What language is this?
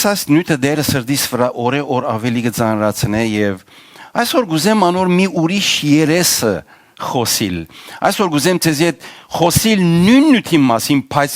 Western Armenian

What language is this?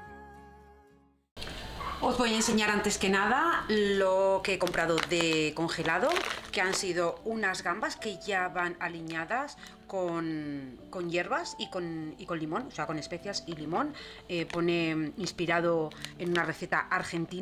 Spanish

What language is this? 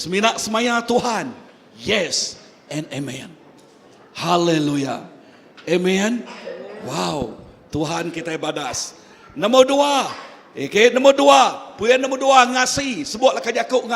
Iban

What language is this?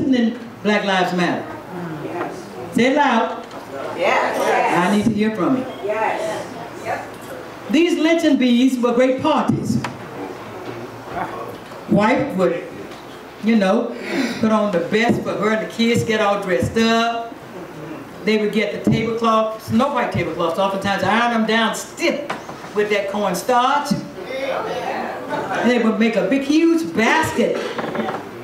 English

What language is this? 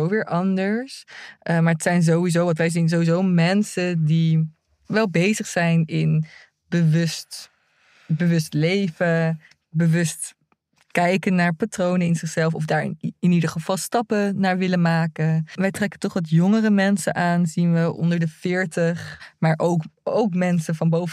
Dutch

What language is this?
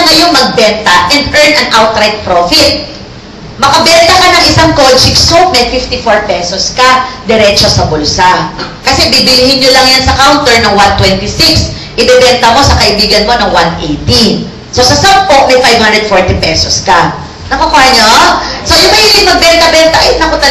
Filipino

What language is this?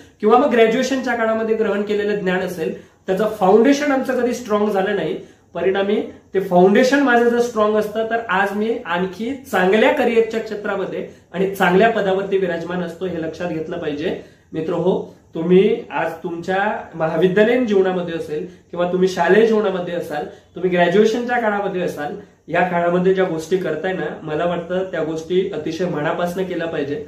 Marathi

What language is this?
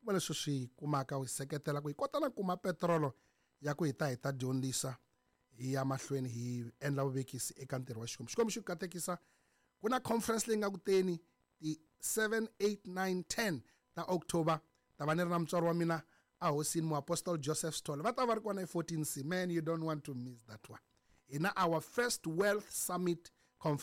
Tsonga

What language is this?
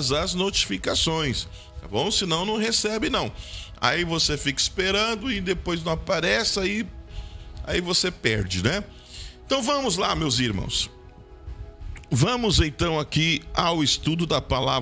Portuguese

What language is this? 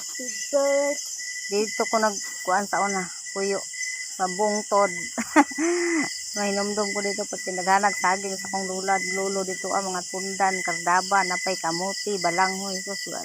Cebuano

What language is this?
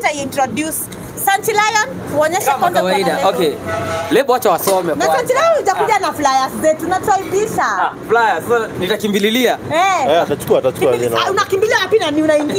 Swahili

